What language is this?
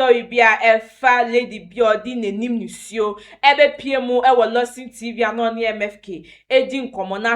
Akan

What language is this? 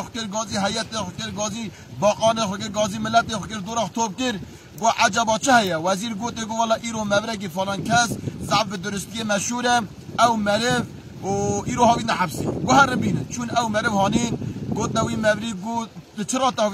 Kurdish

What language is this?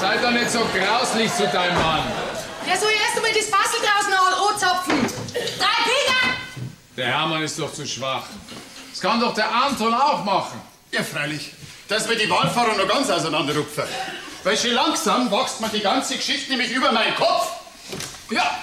Bavarian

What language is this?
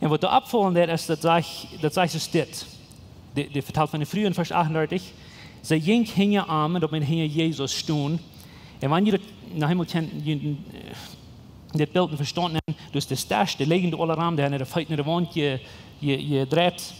Plautdietsch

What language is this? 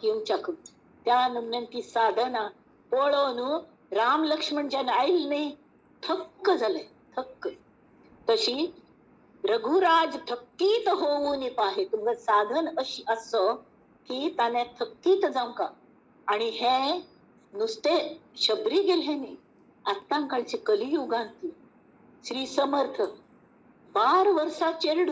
Konkani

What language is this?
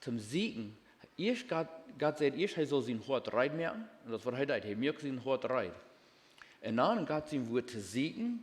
Plautdietsch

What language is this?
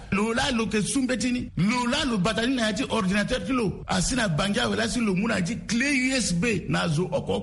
Sango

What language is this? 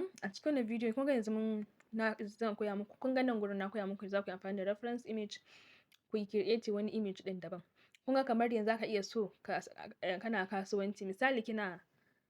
Hausa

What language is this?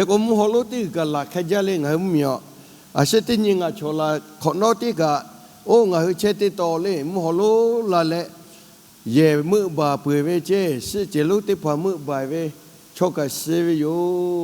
Lahu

